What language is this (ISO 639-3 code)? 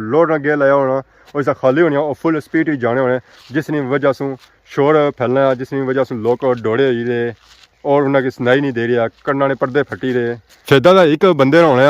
phr